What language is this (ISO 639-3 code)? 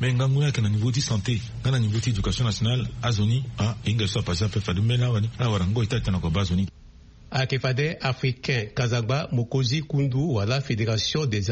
sag